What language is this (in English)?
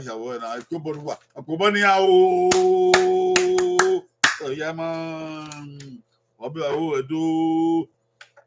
Bini